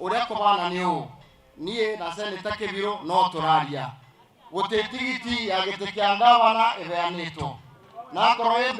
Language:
Kikuyu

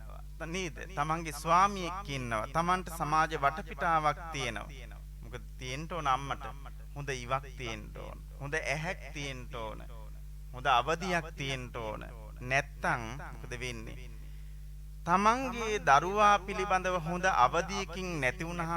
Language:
Sinhala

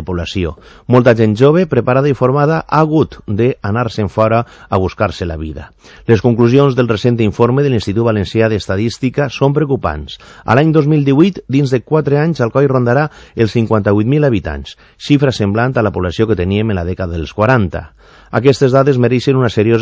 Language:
Catalan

